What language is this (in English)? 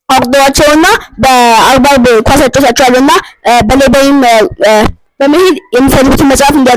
Amharic